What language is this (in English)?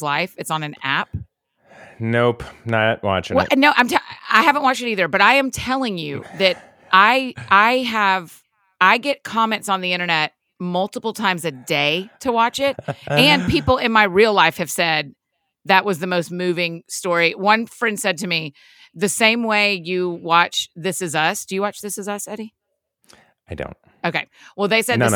English